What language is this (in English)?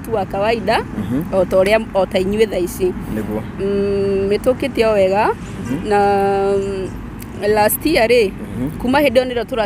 Kikuyu